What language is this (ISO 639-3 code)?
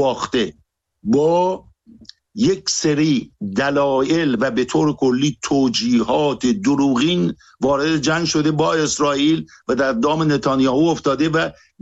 fas